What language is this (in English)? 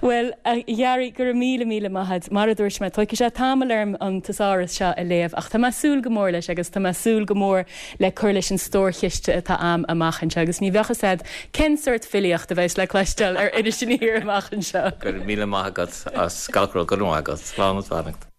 Irish